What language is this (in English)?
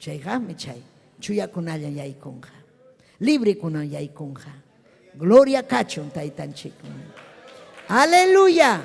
Ayacucho Quechua